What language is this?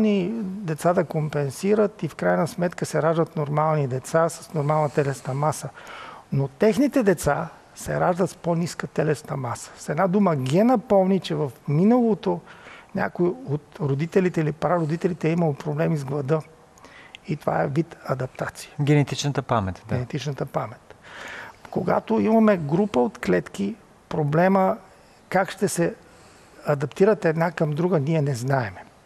Bulgarian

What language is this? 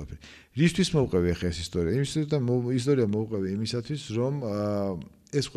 Georgian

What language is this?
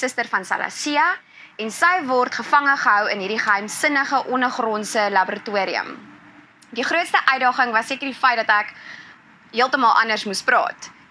Afrikaans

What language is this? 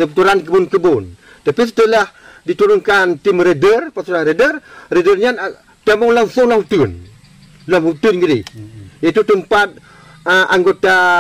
Achinese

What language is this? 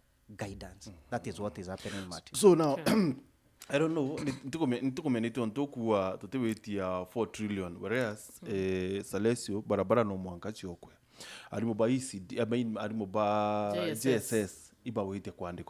Meru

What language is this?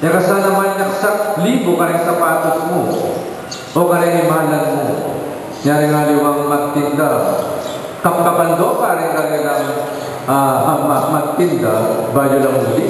Pampanga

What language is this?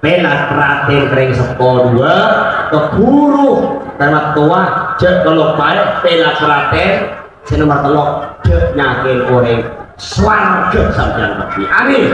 Madurese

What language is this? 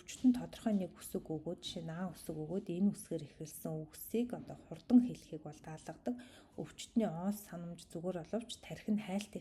Mongolian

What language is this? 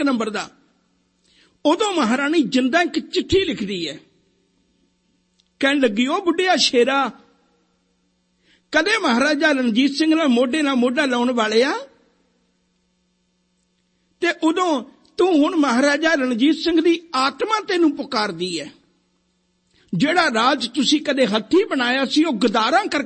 Punjabi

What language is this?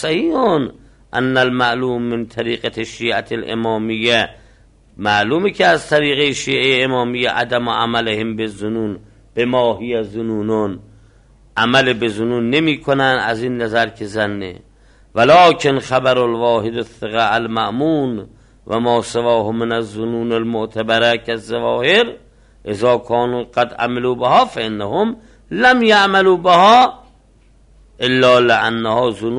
Persian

